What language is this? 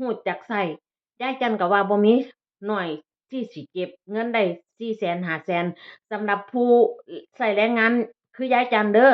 Northeastern Thai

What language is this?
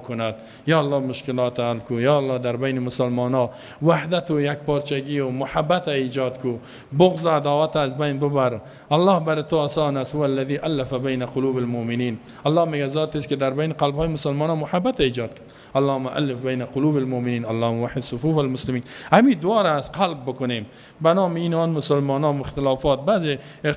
Persian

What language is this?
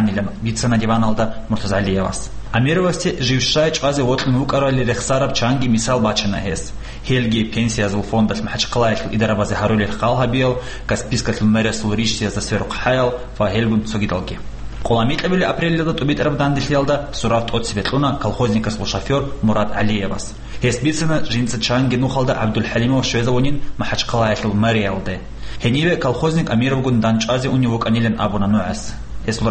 Avaric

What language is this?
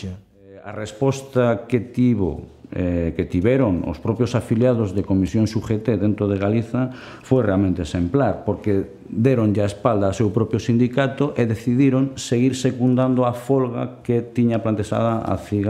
Galician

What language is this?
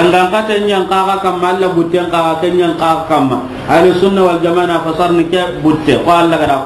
Soninke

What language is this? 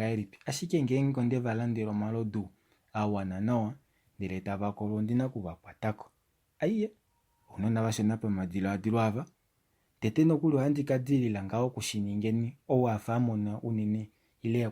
Kuanyama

